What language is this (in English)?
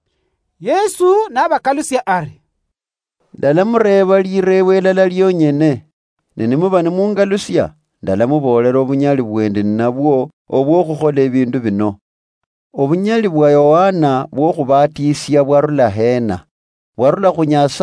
Luyia